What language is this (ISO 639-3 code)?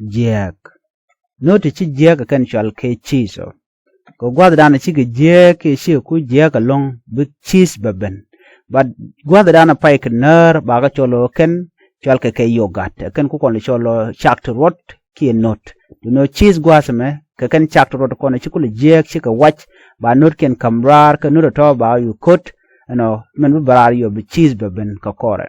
nus